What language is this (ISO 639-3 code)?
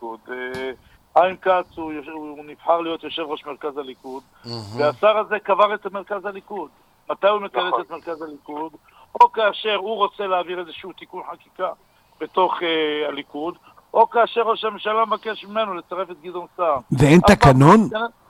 heb